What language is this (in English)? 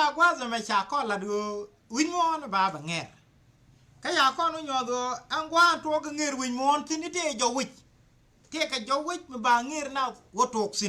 Nuer